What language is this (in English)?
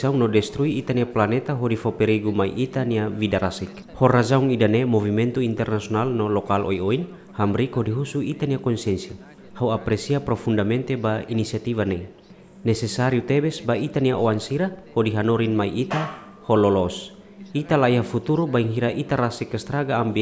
Tetum